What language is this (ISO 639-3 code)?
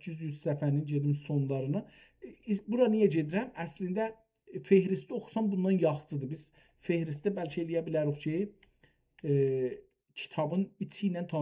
azb